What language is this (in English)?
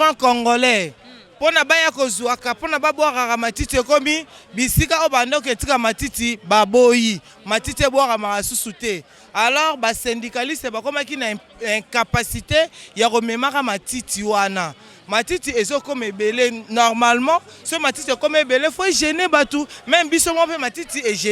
Lingala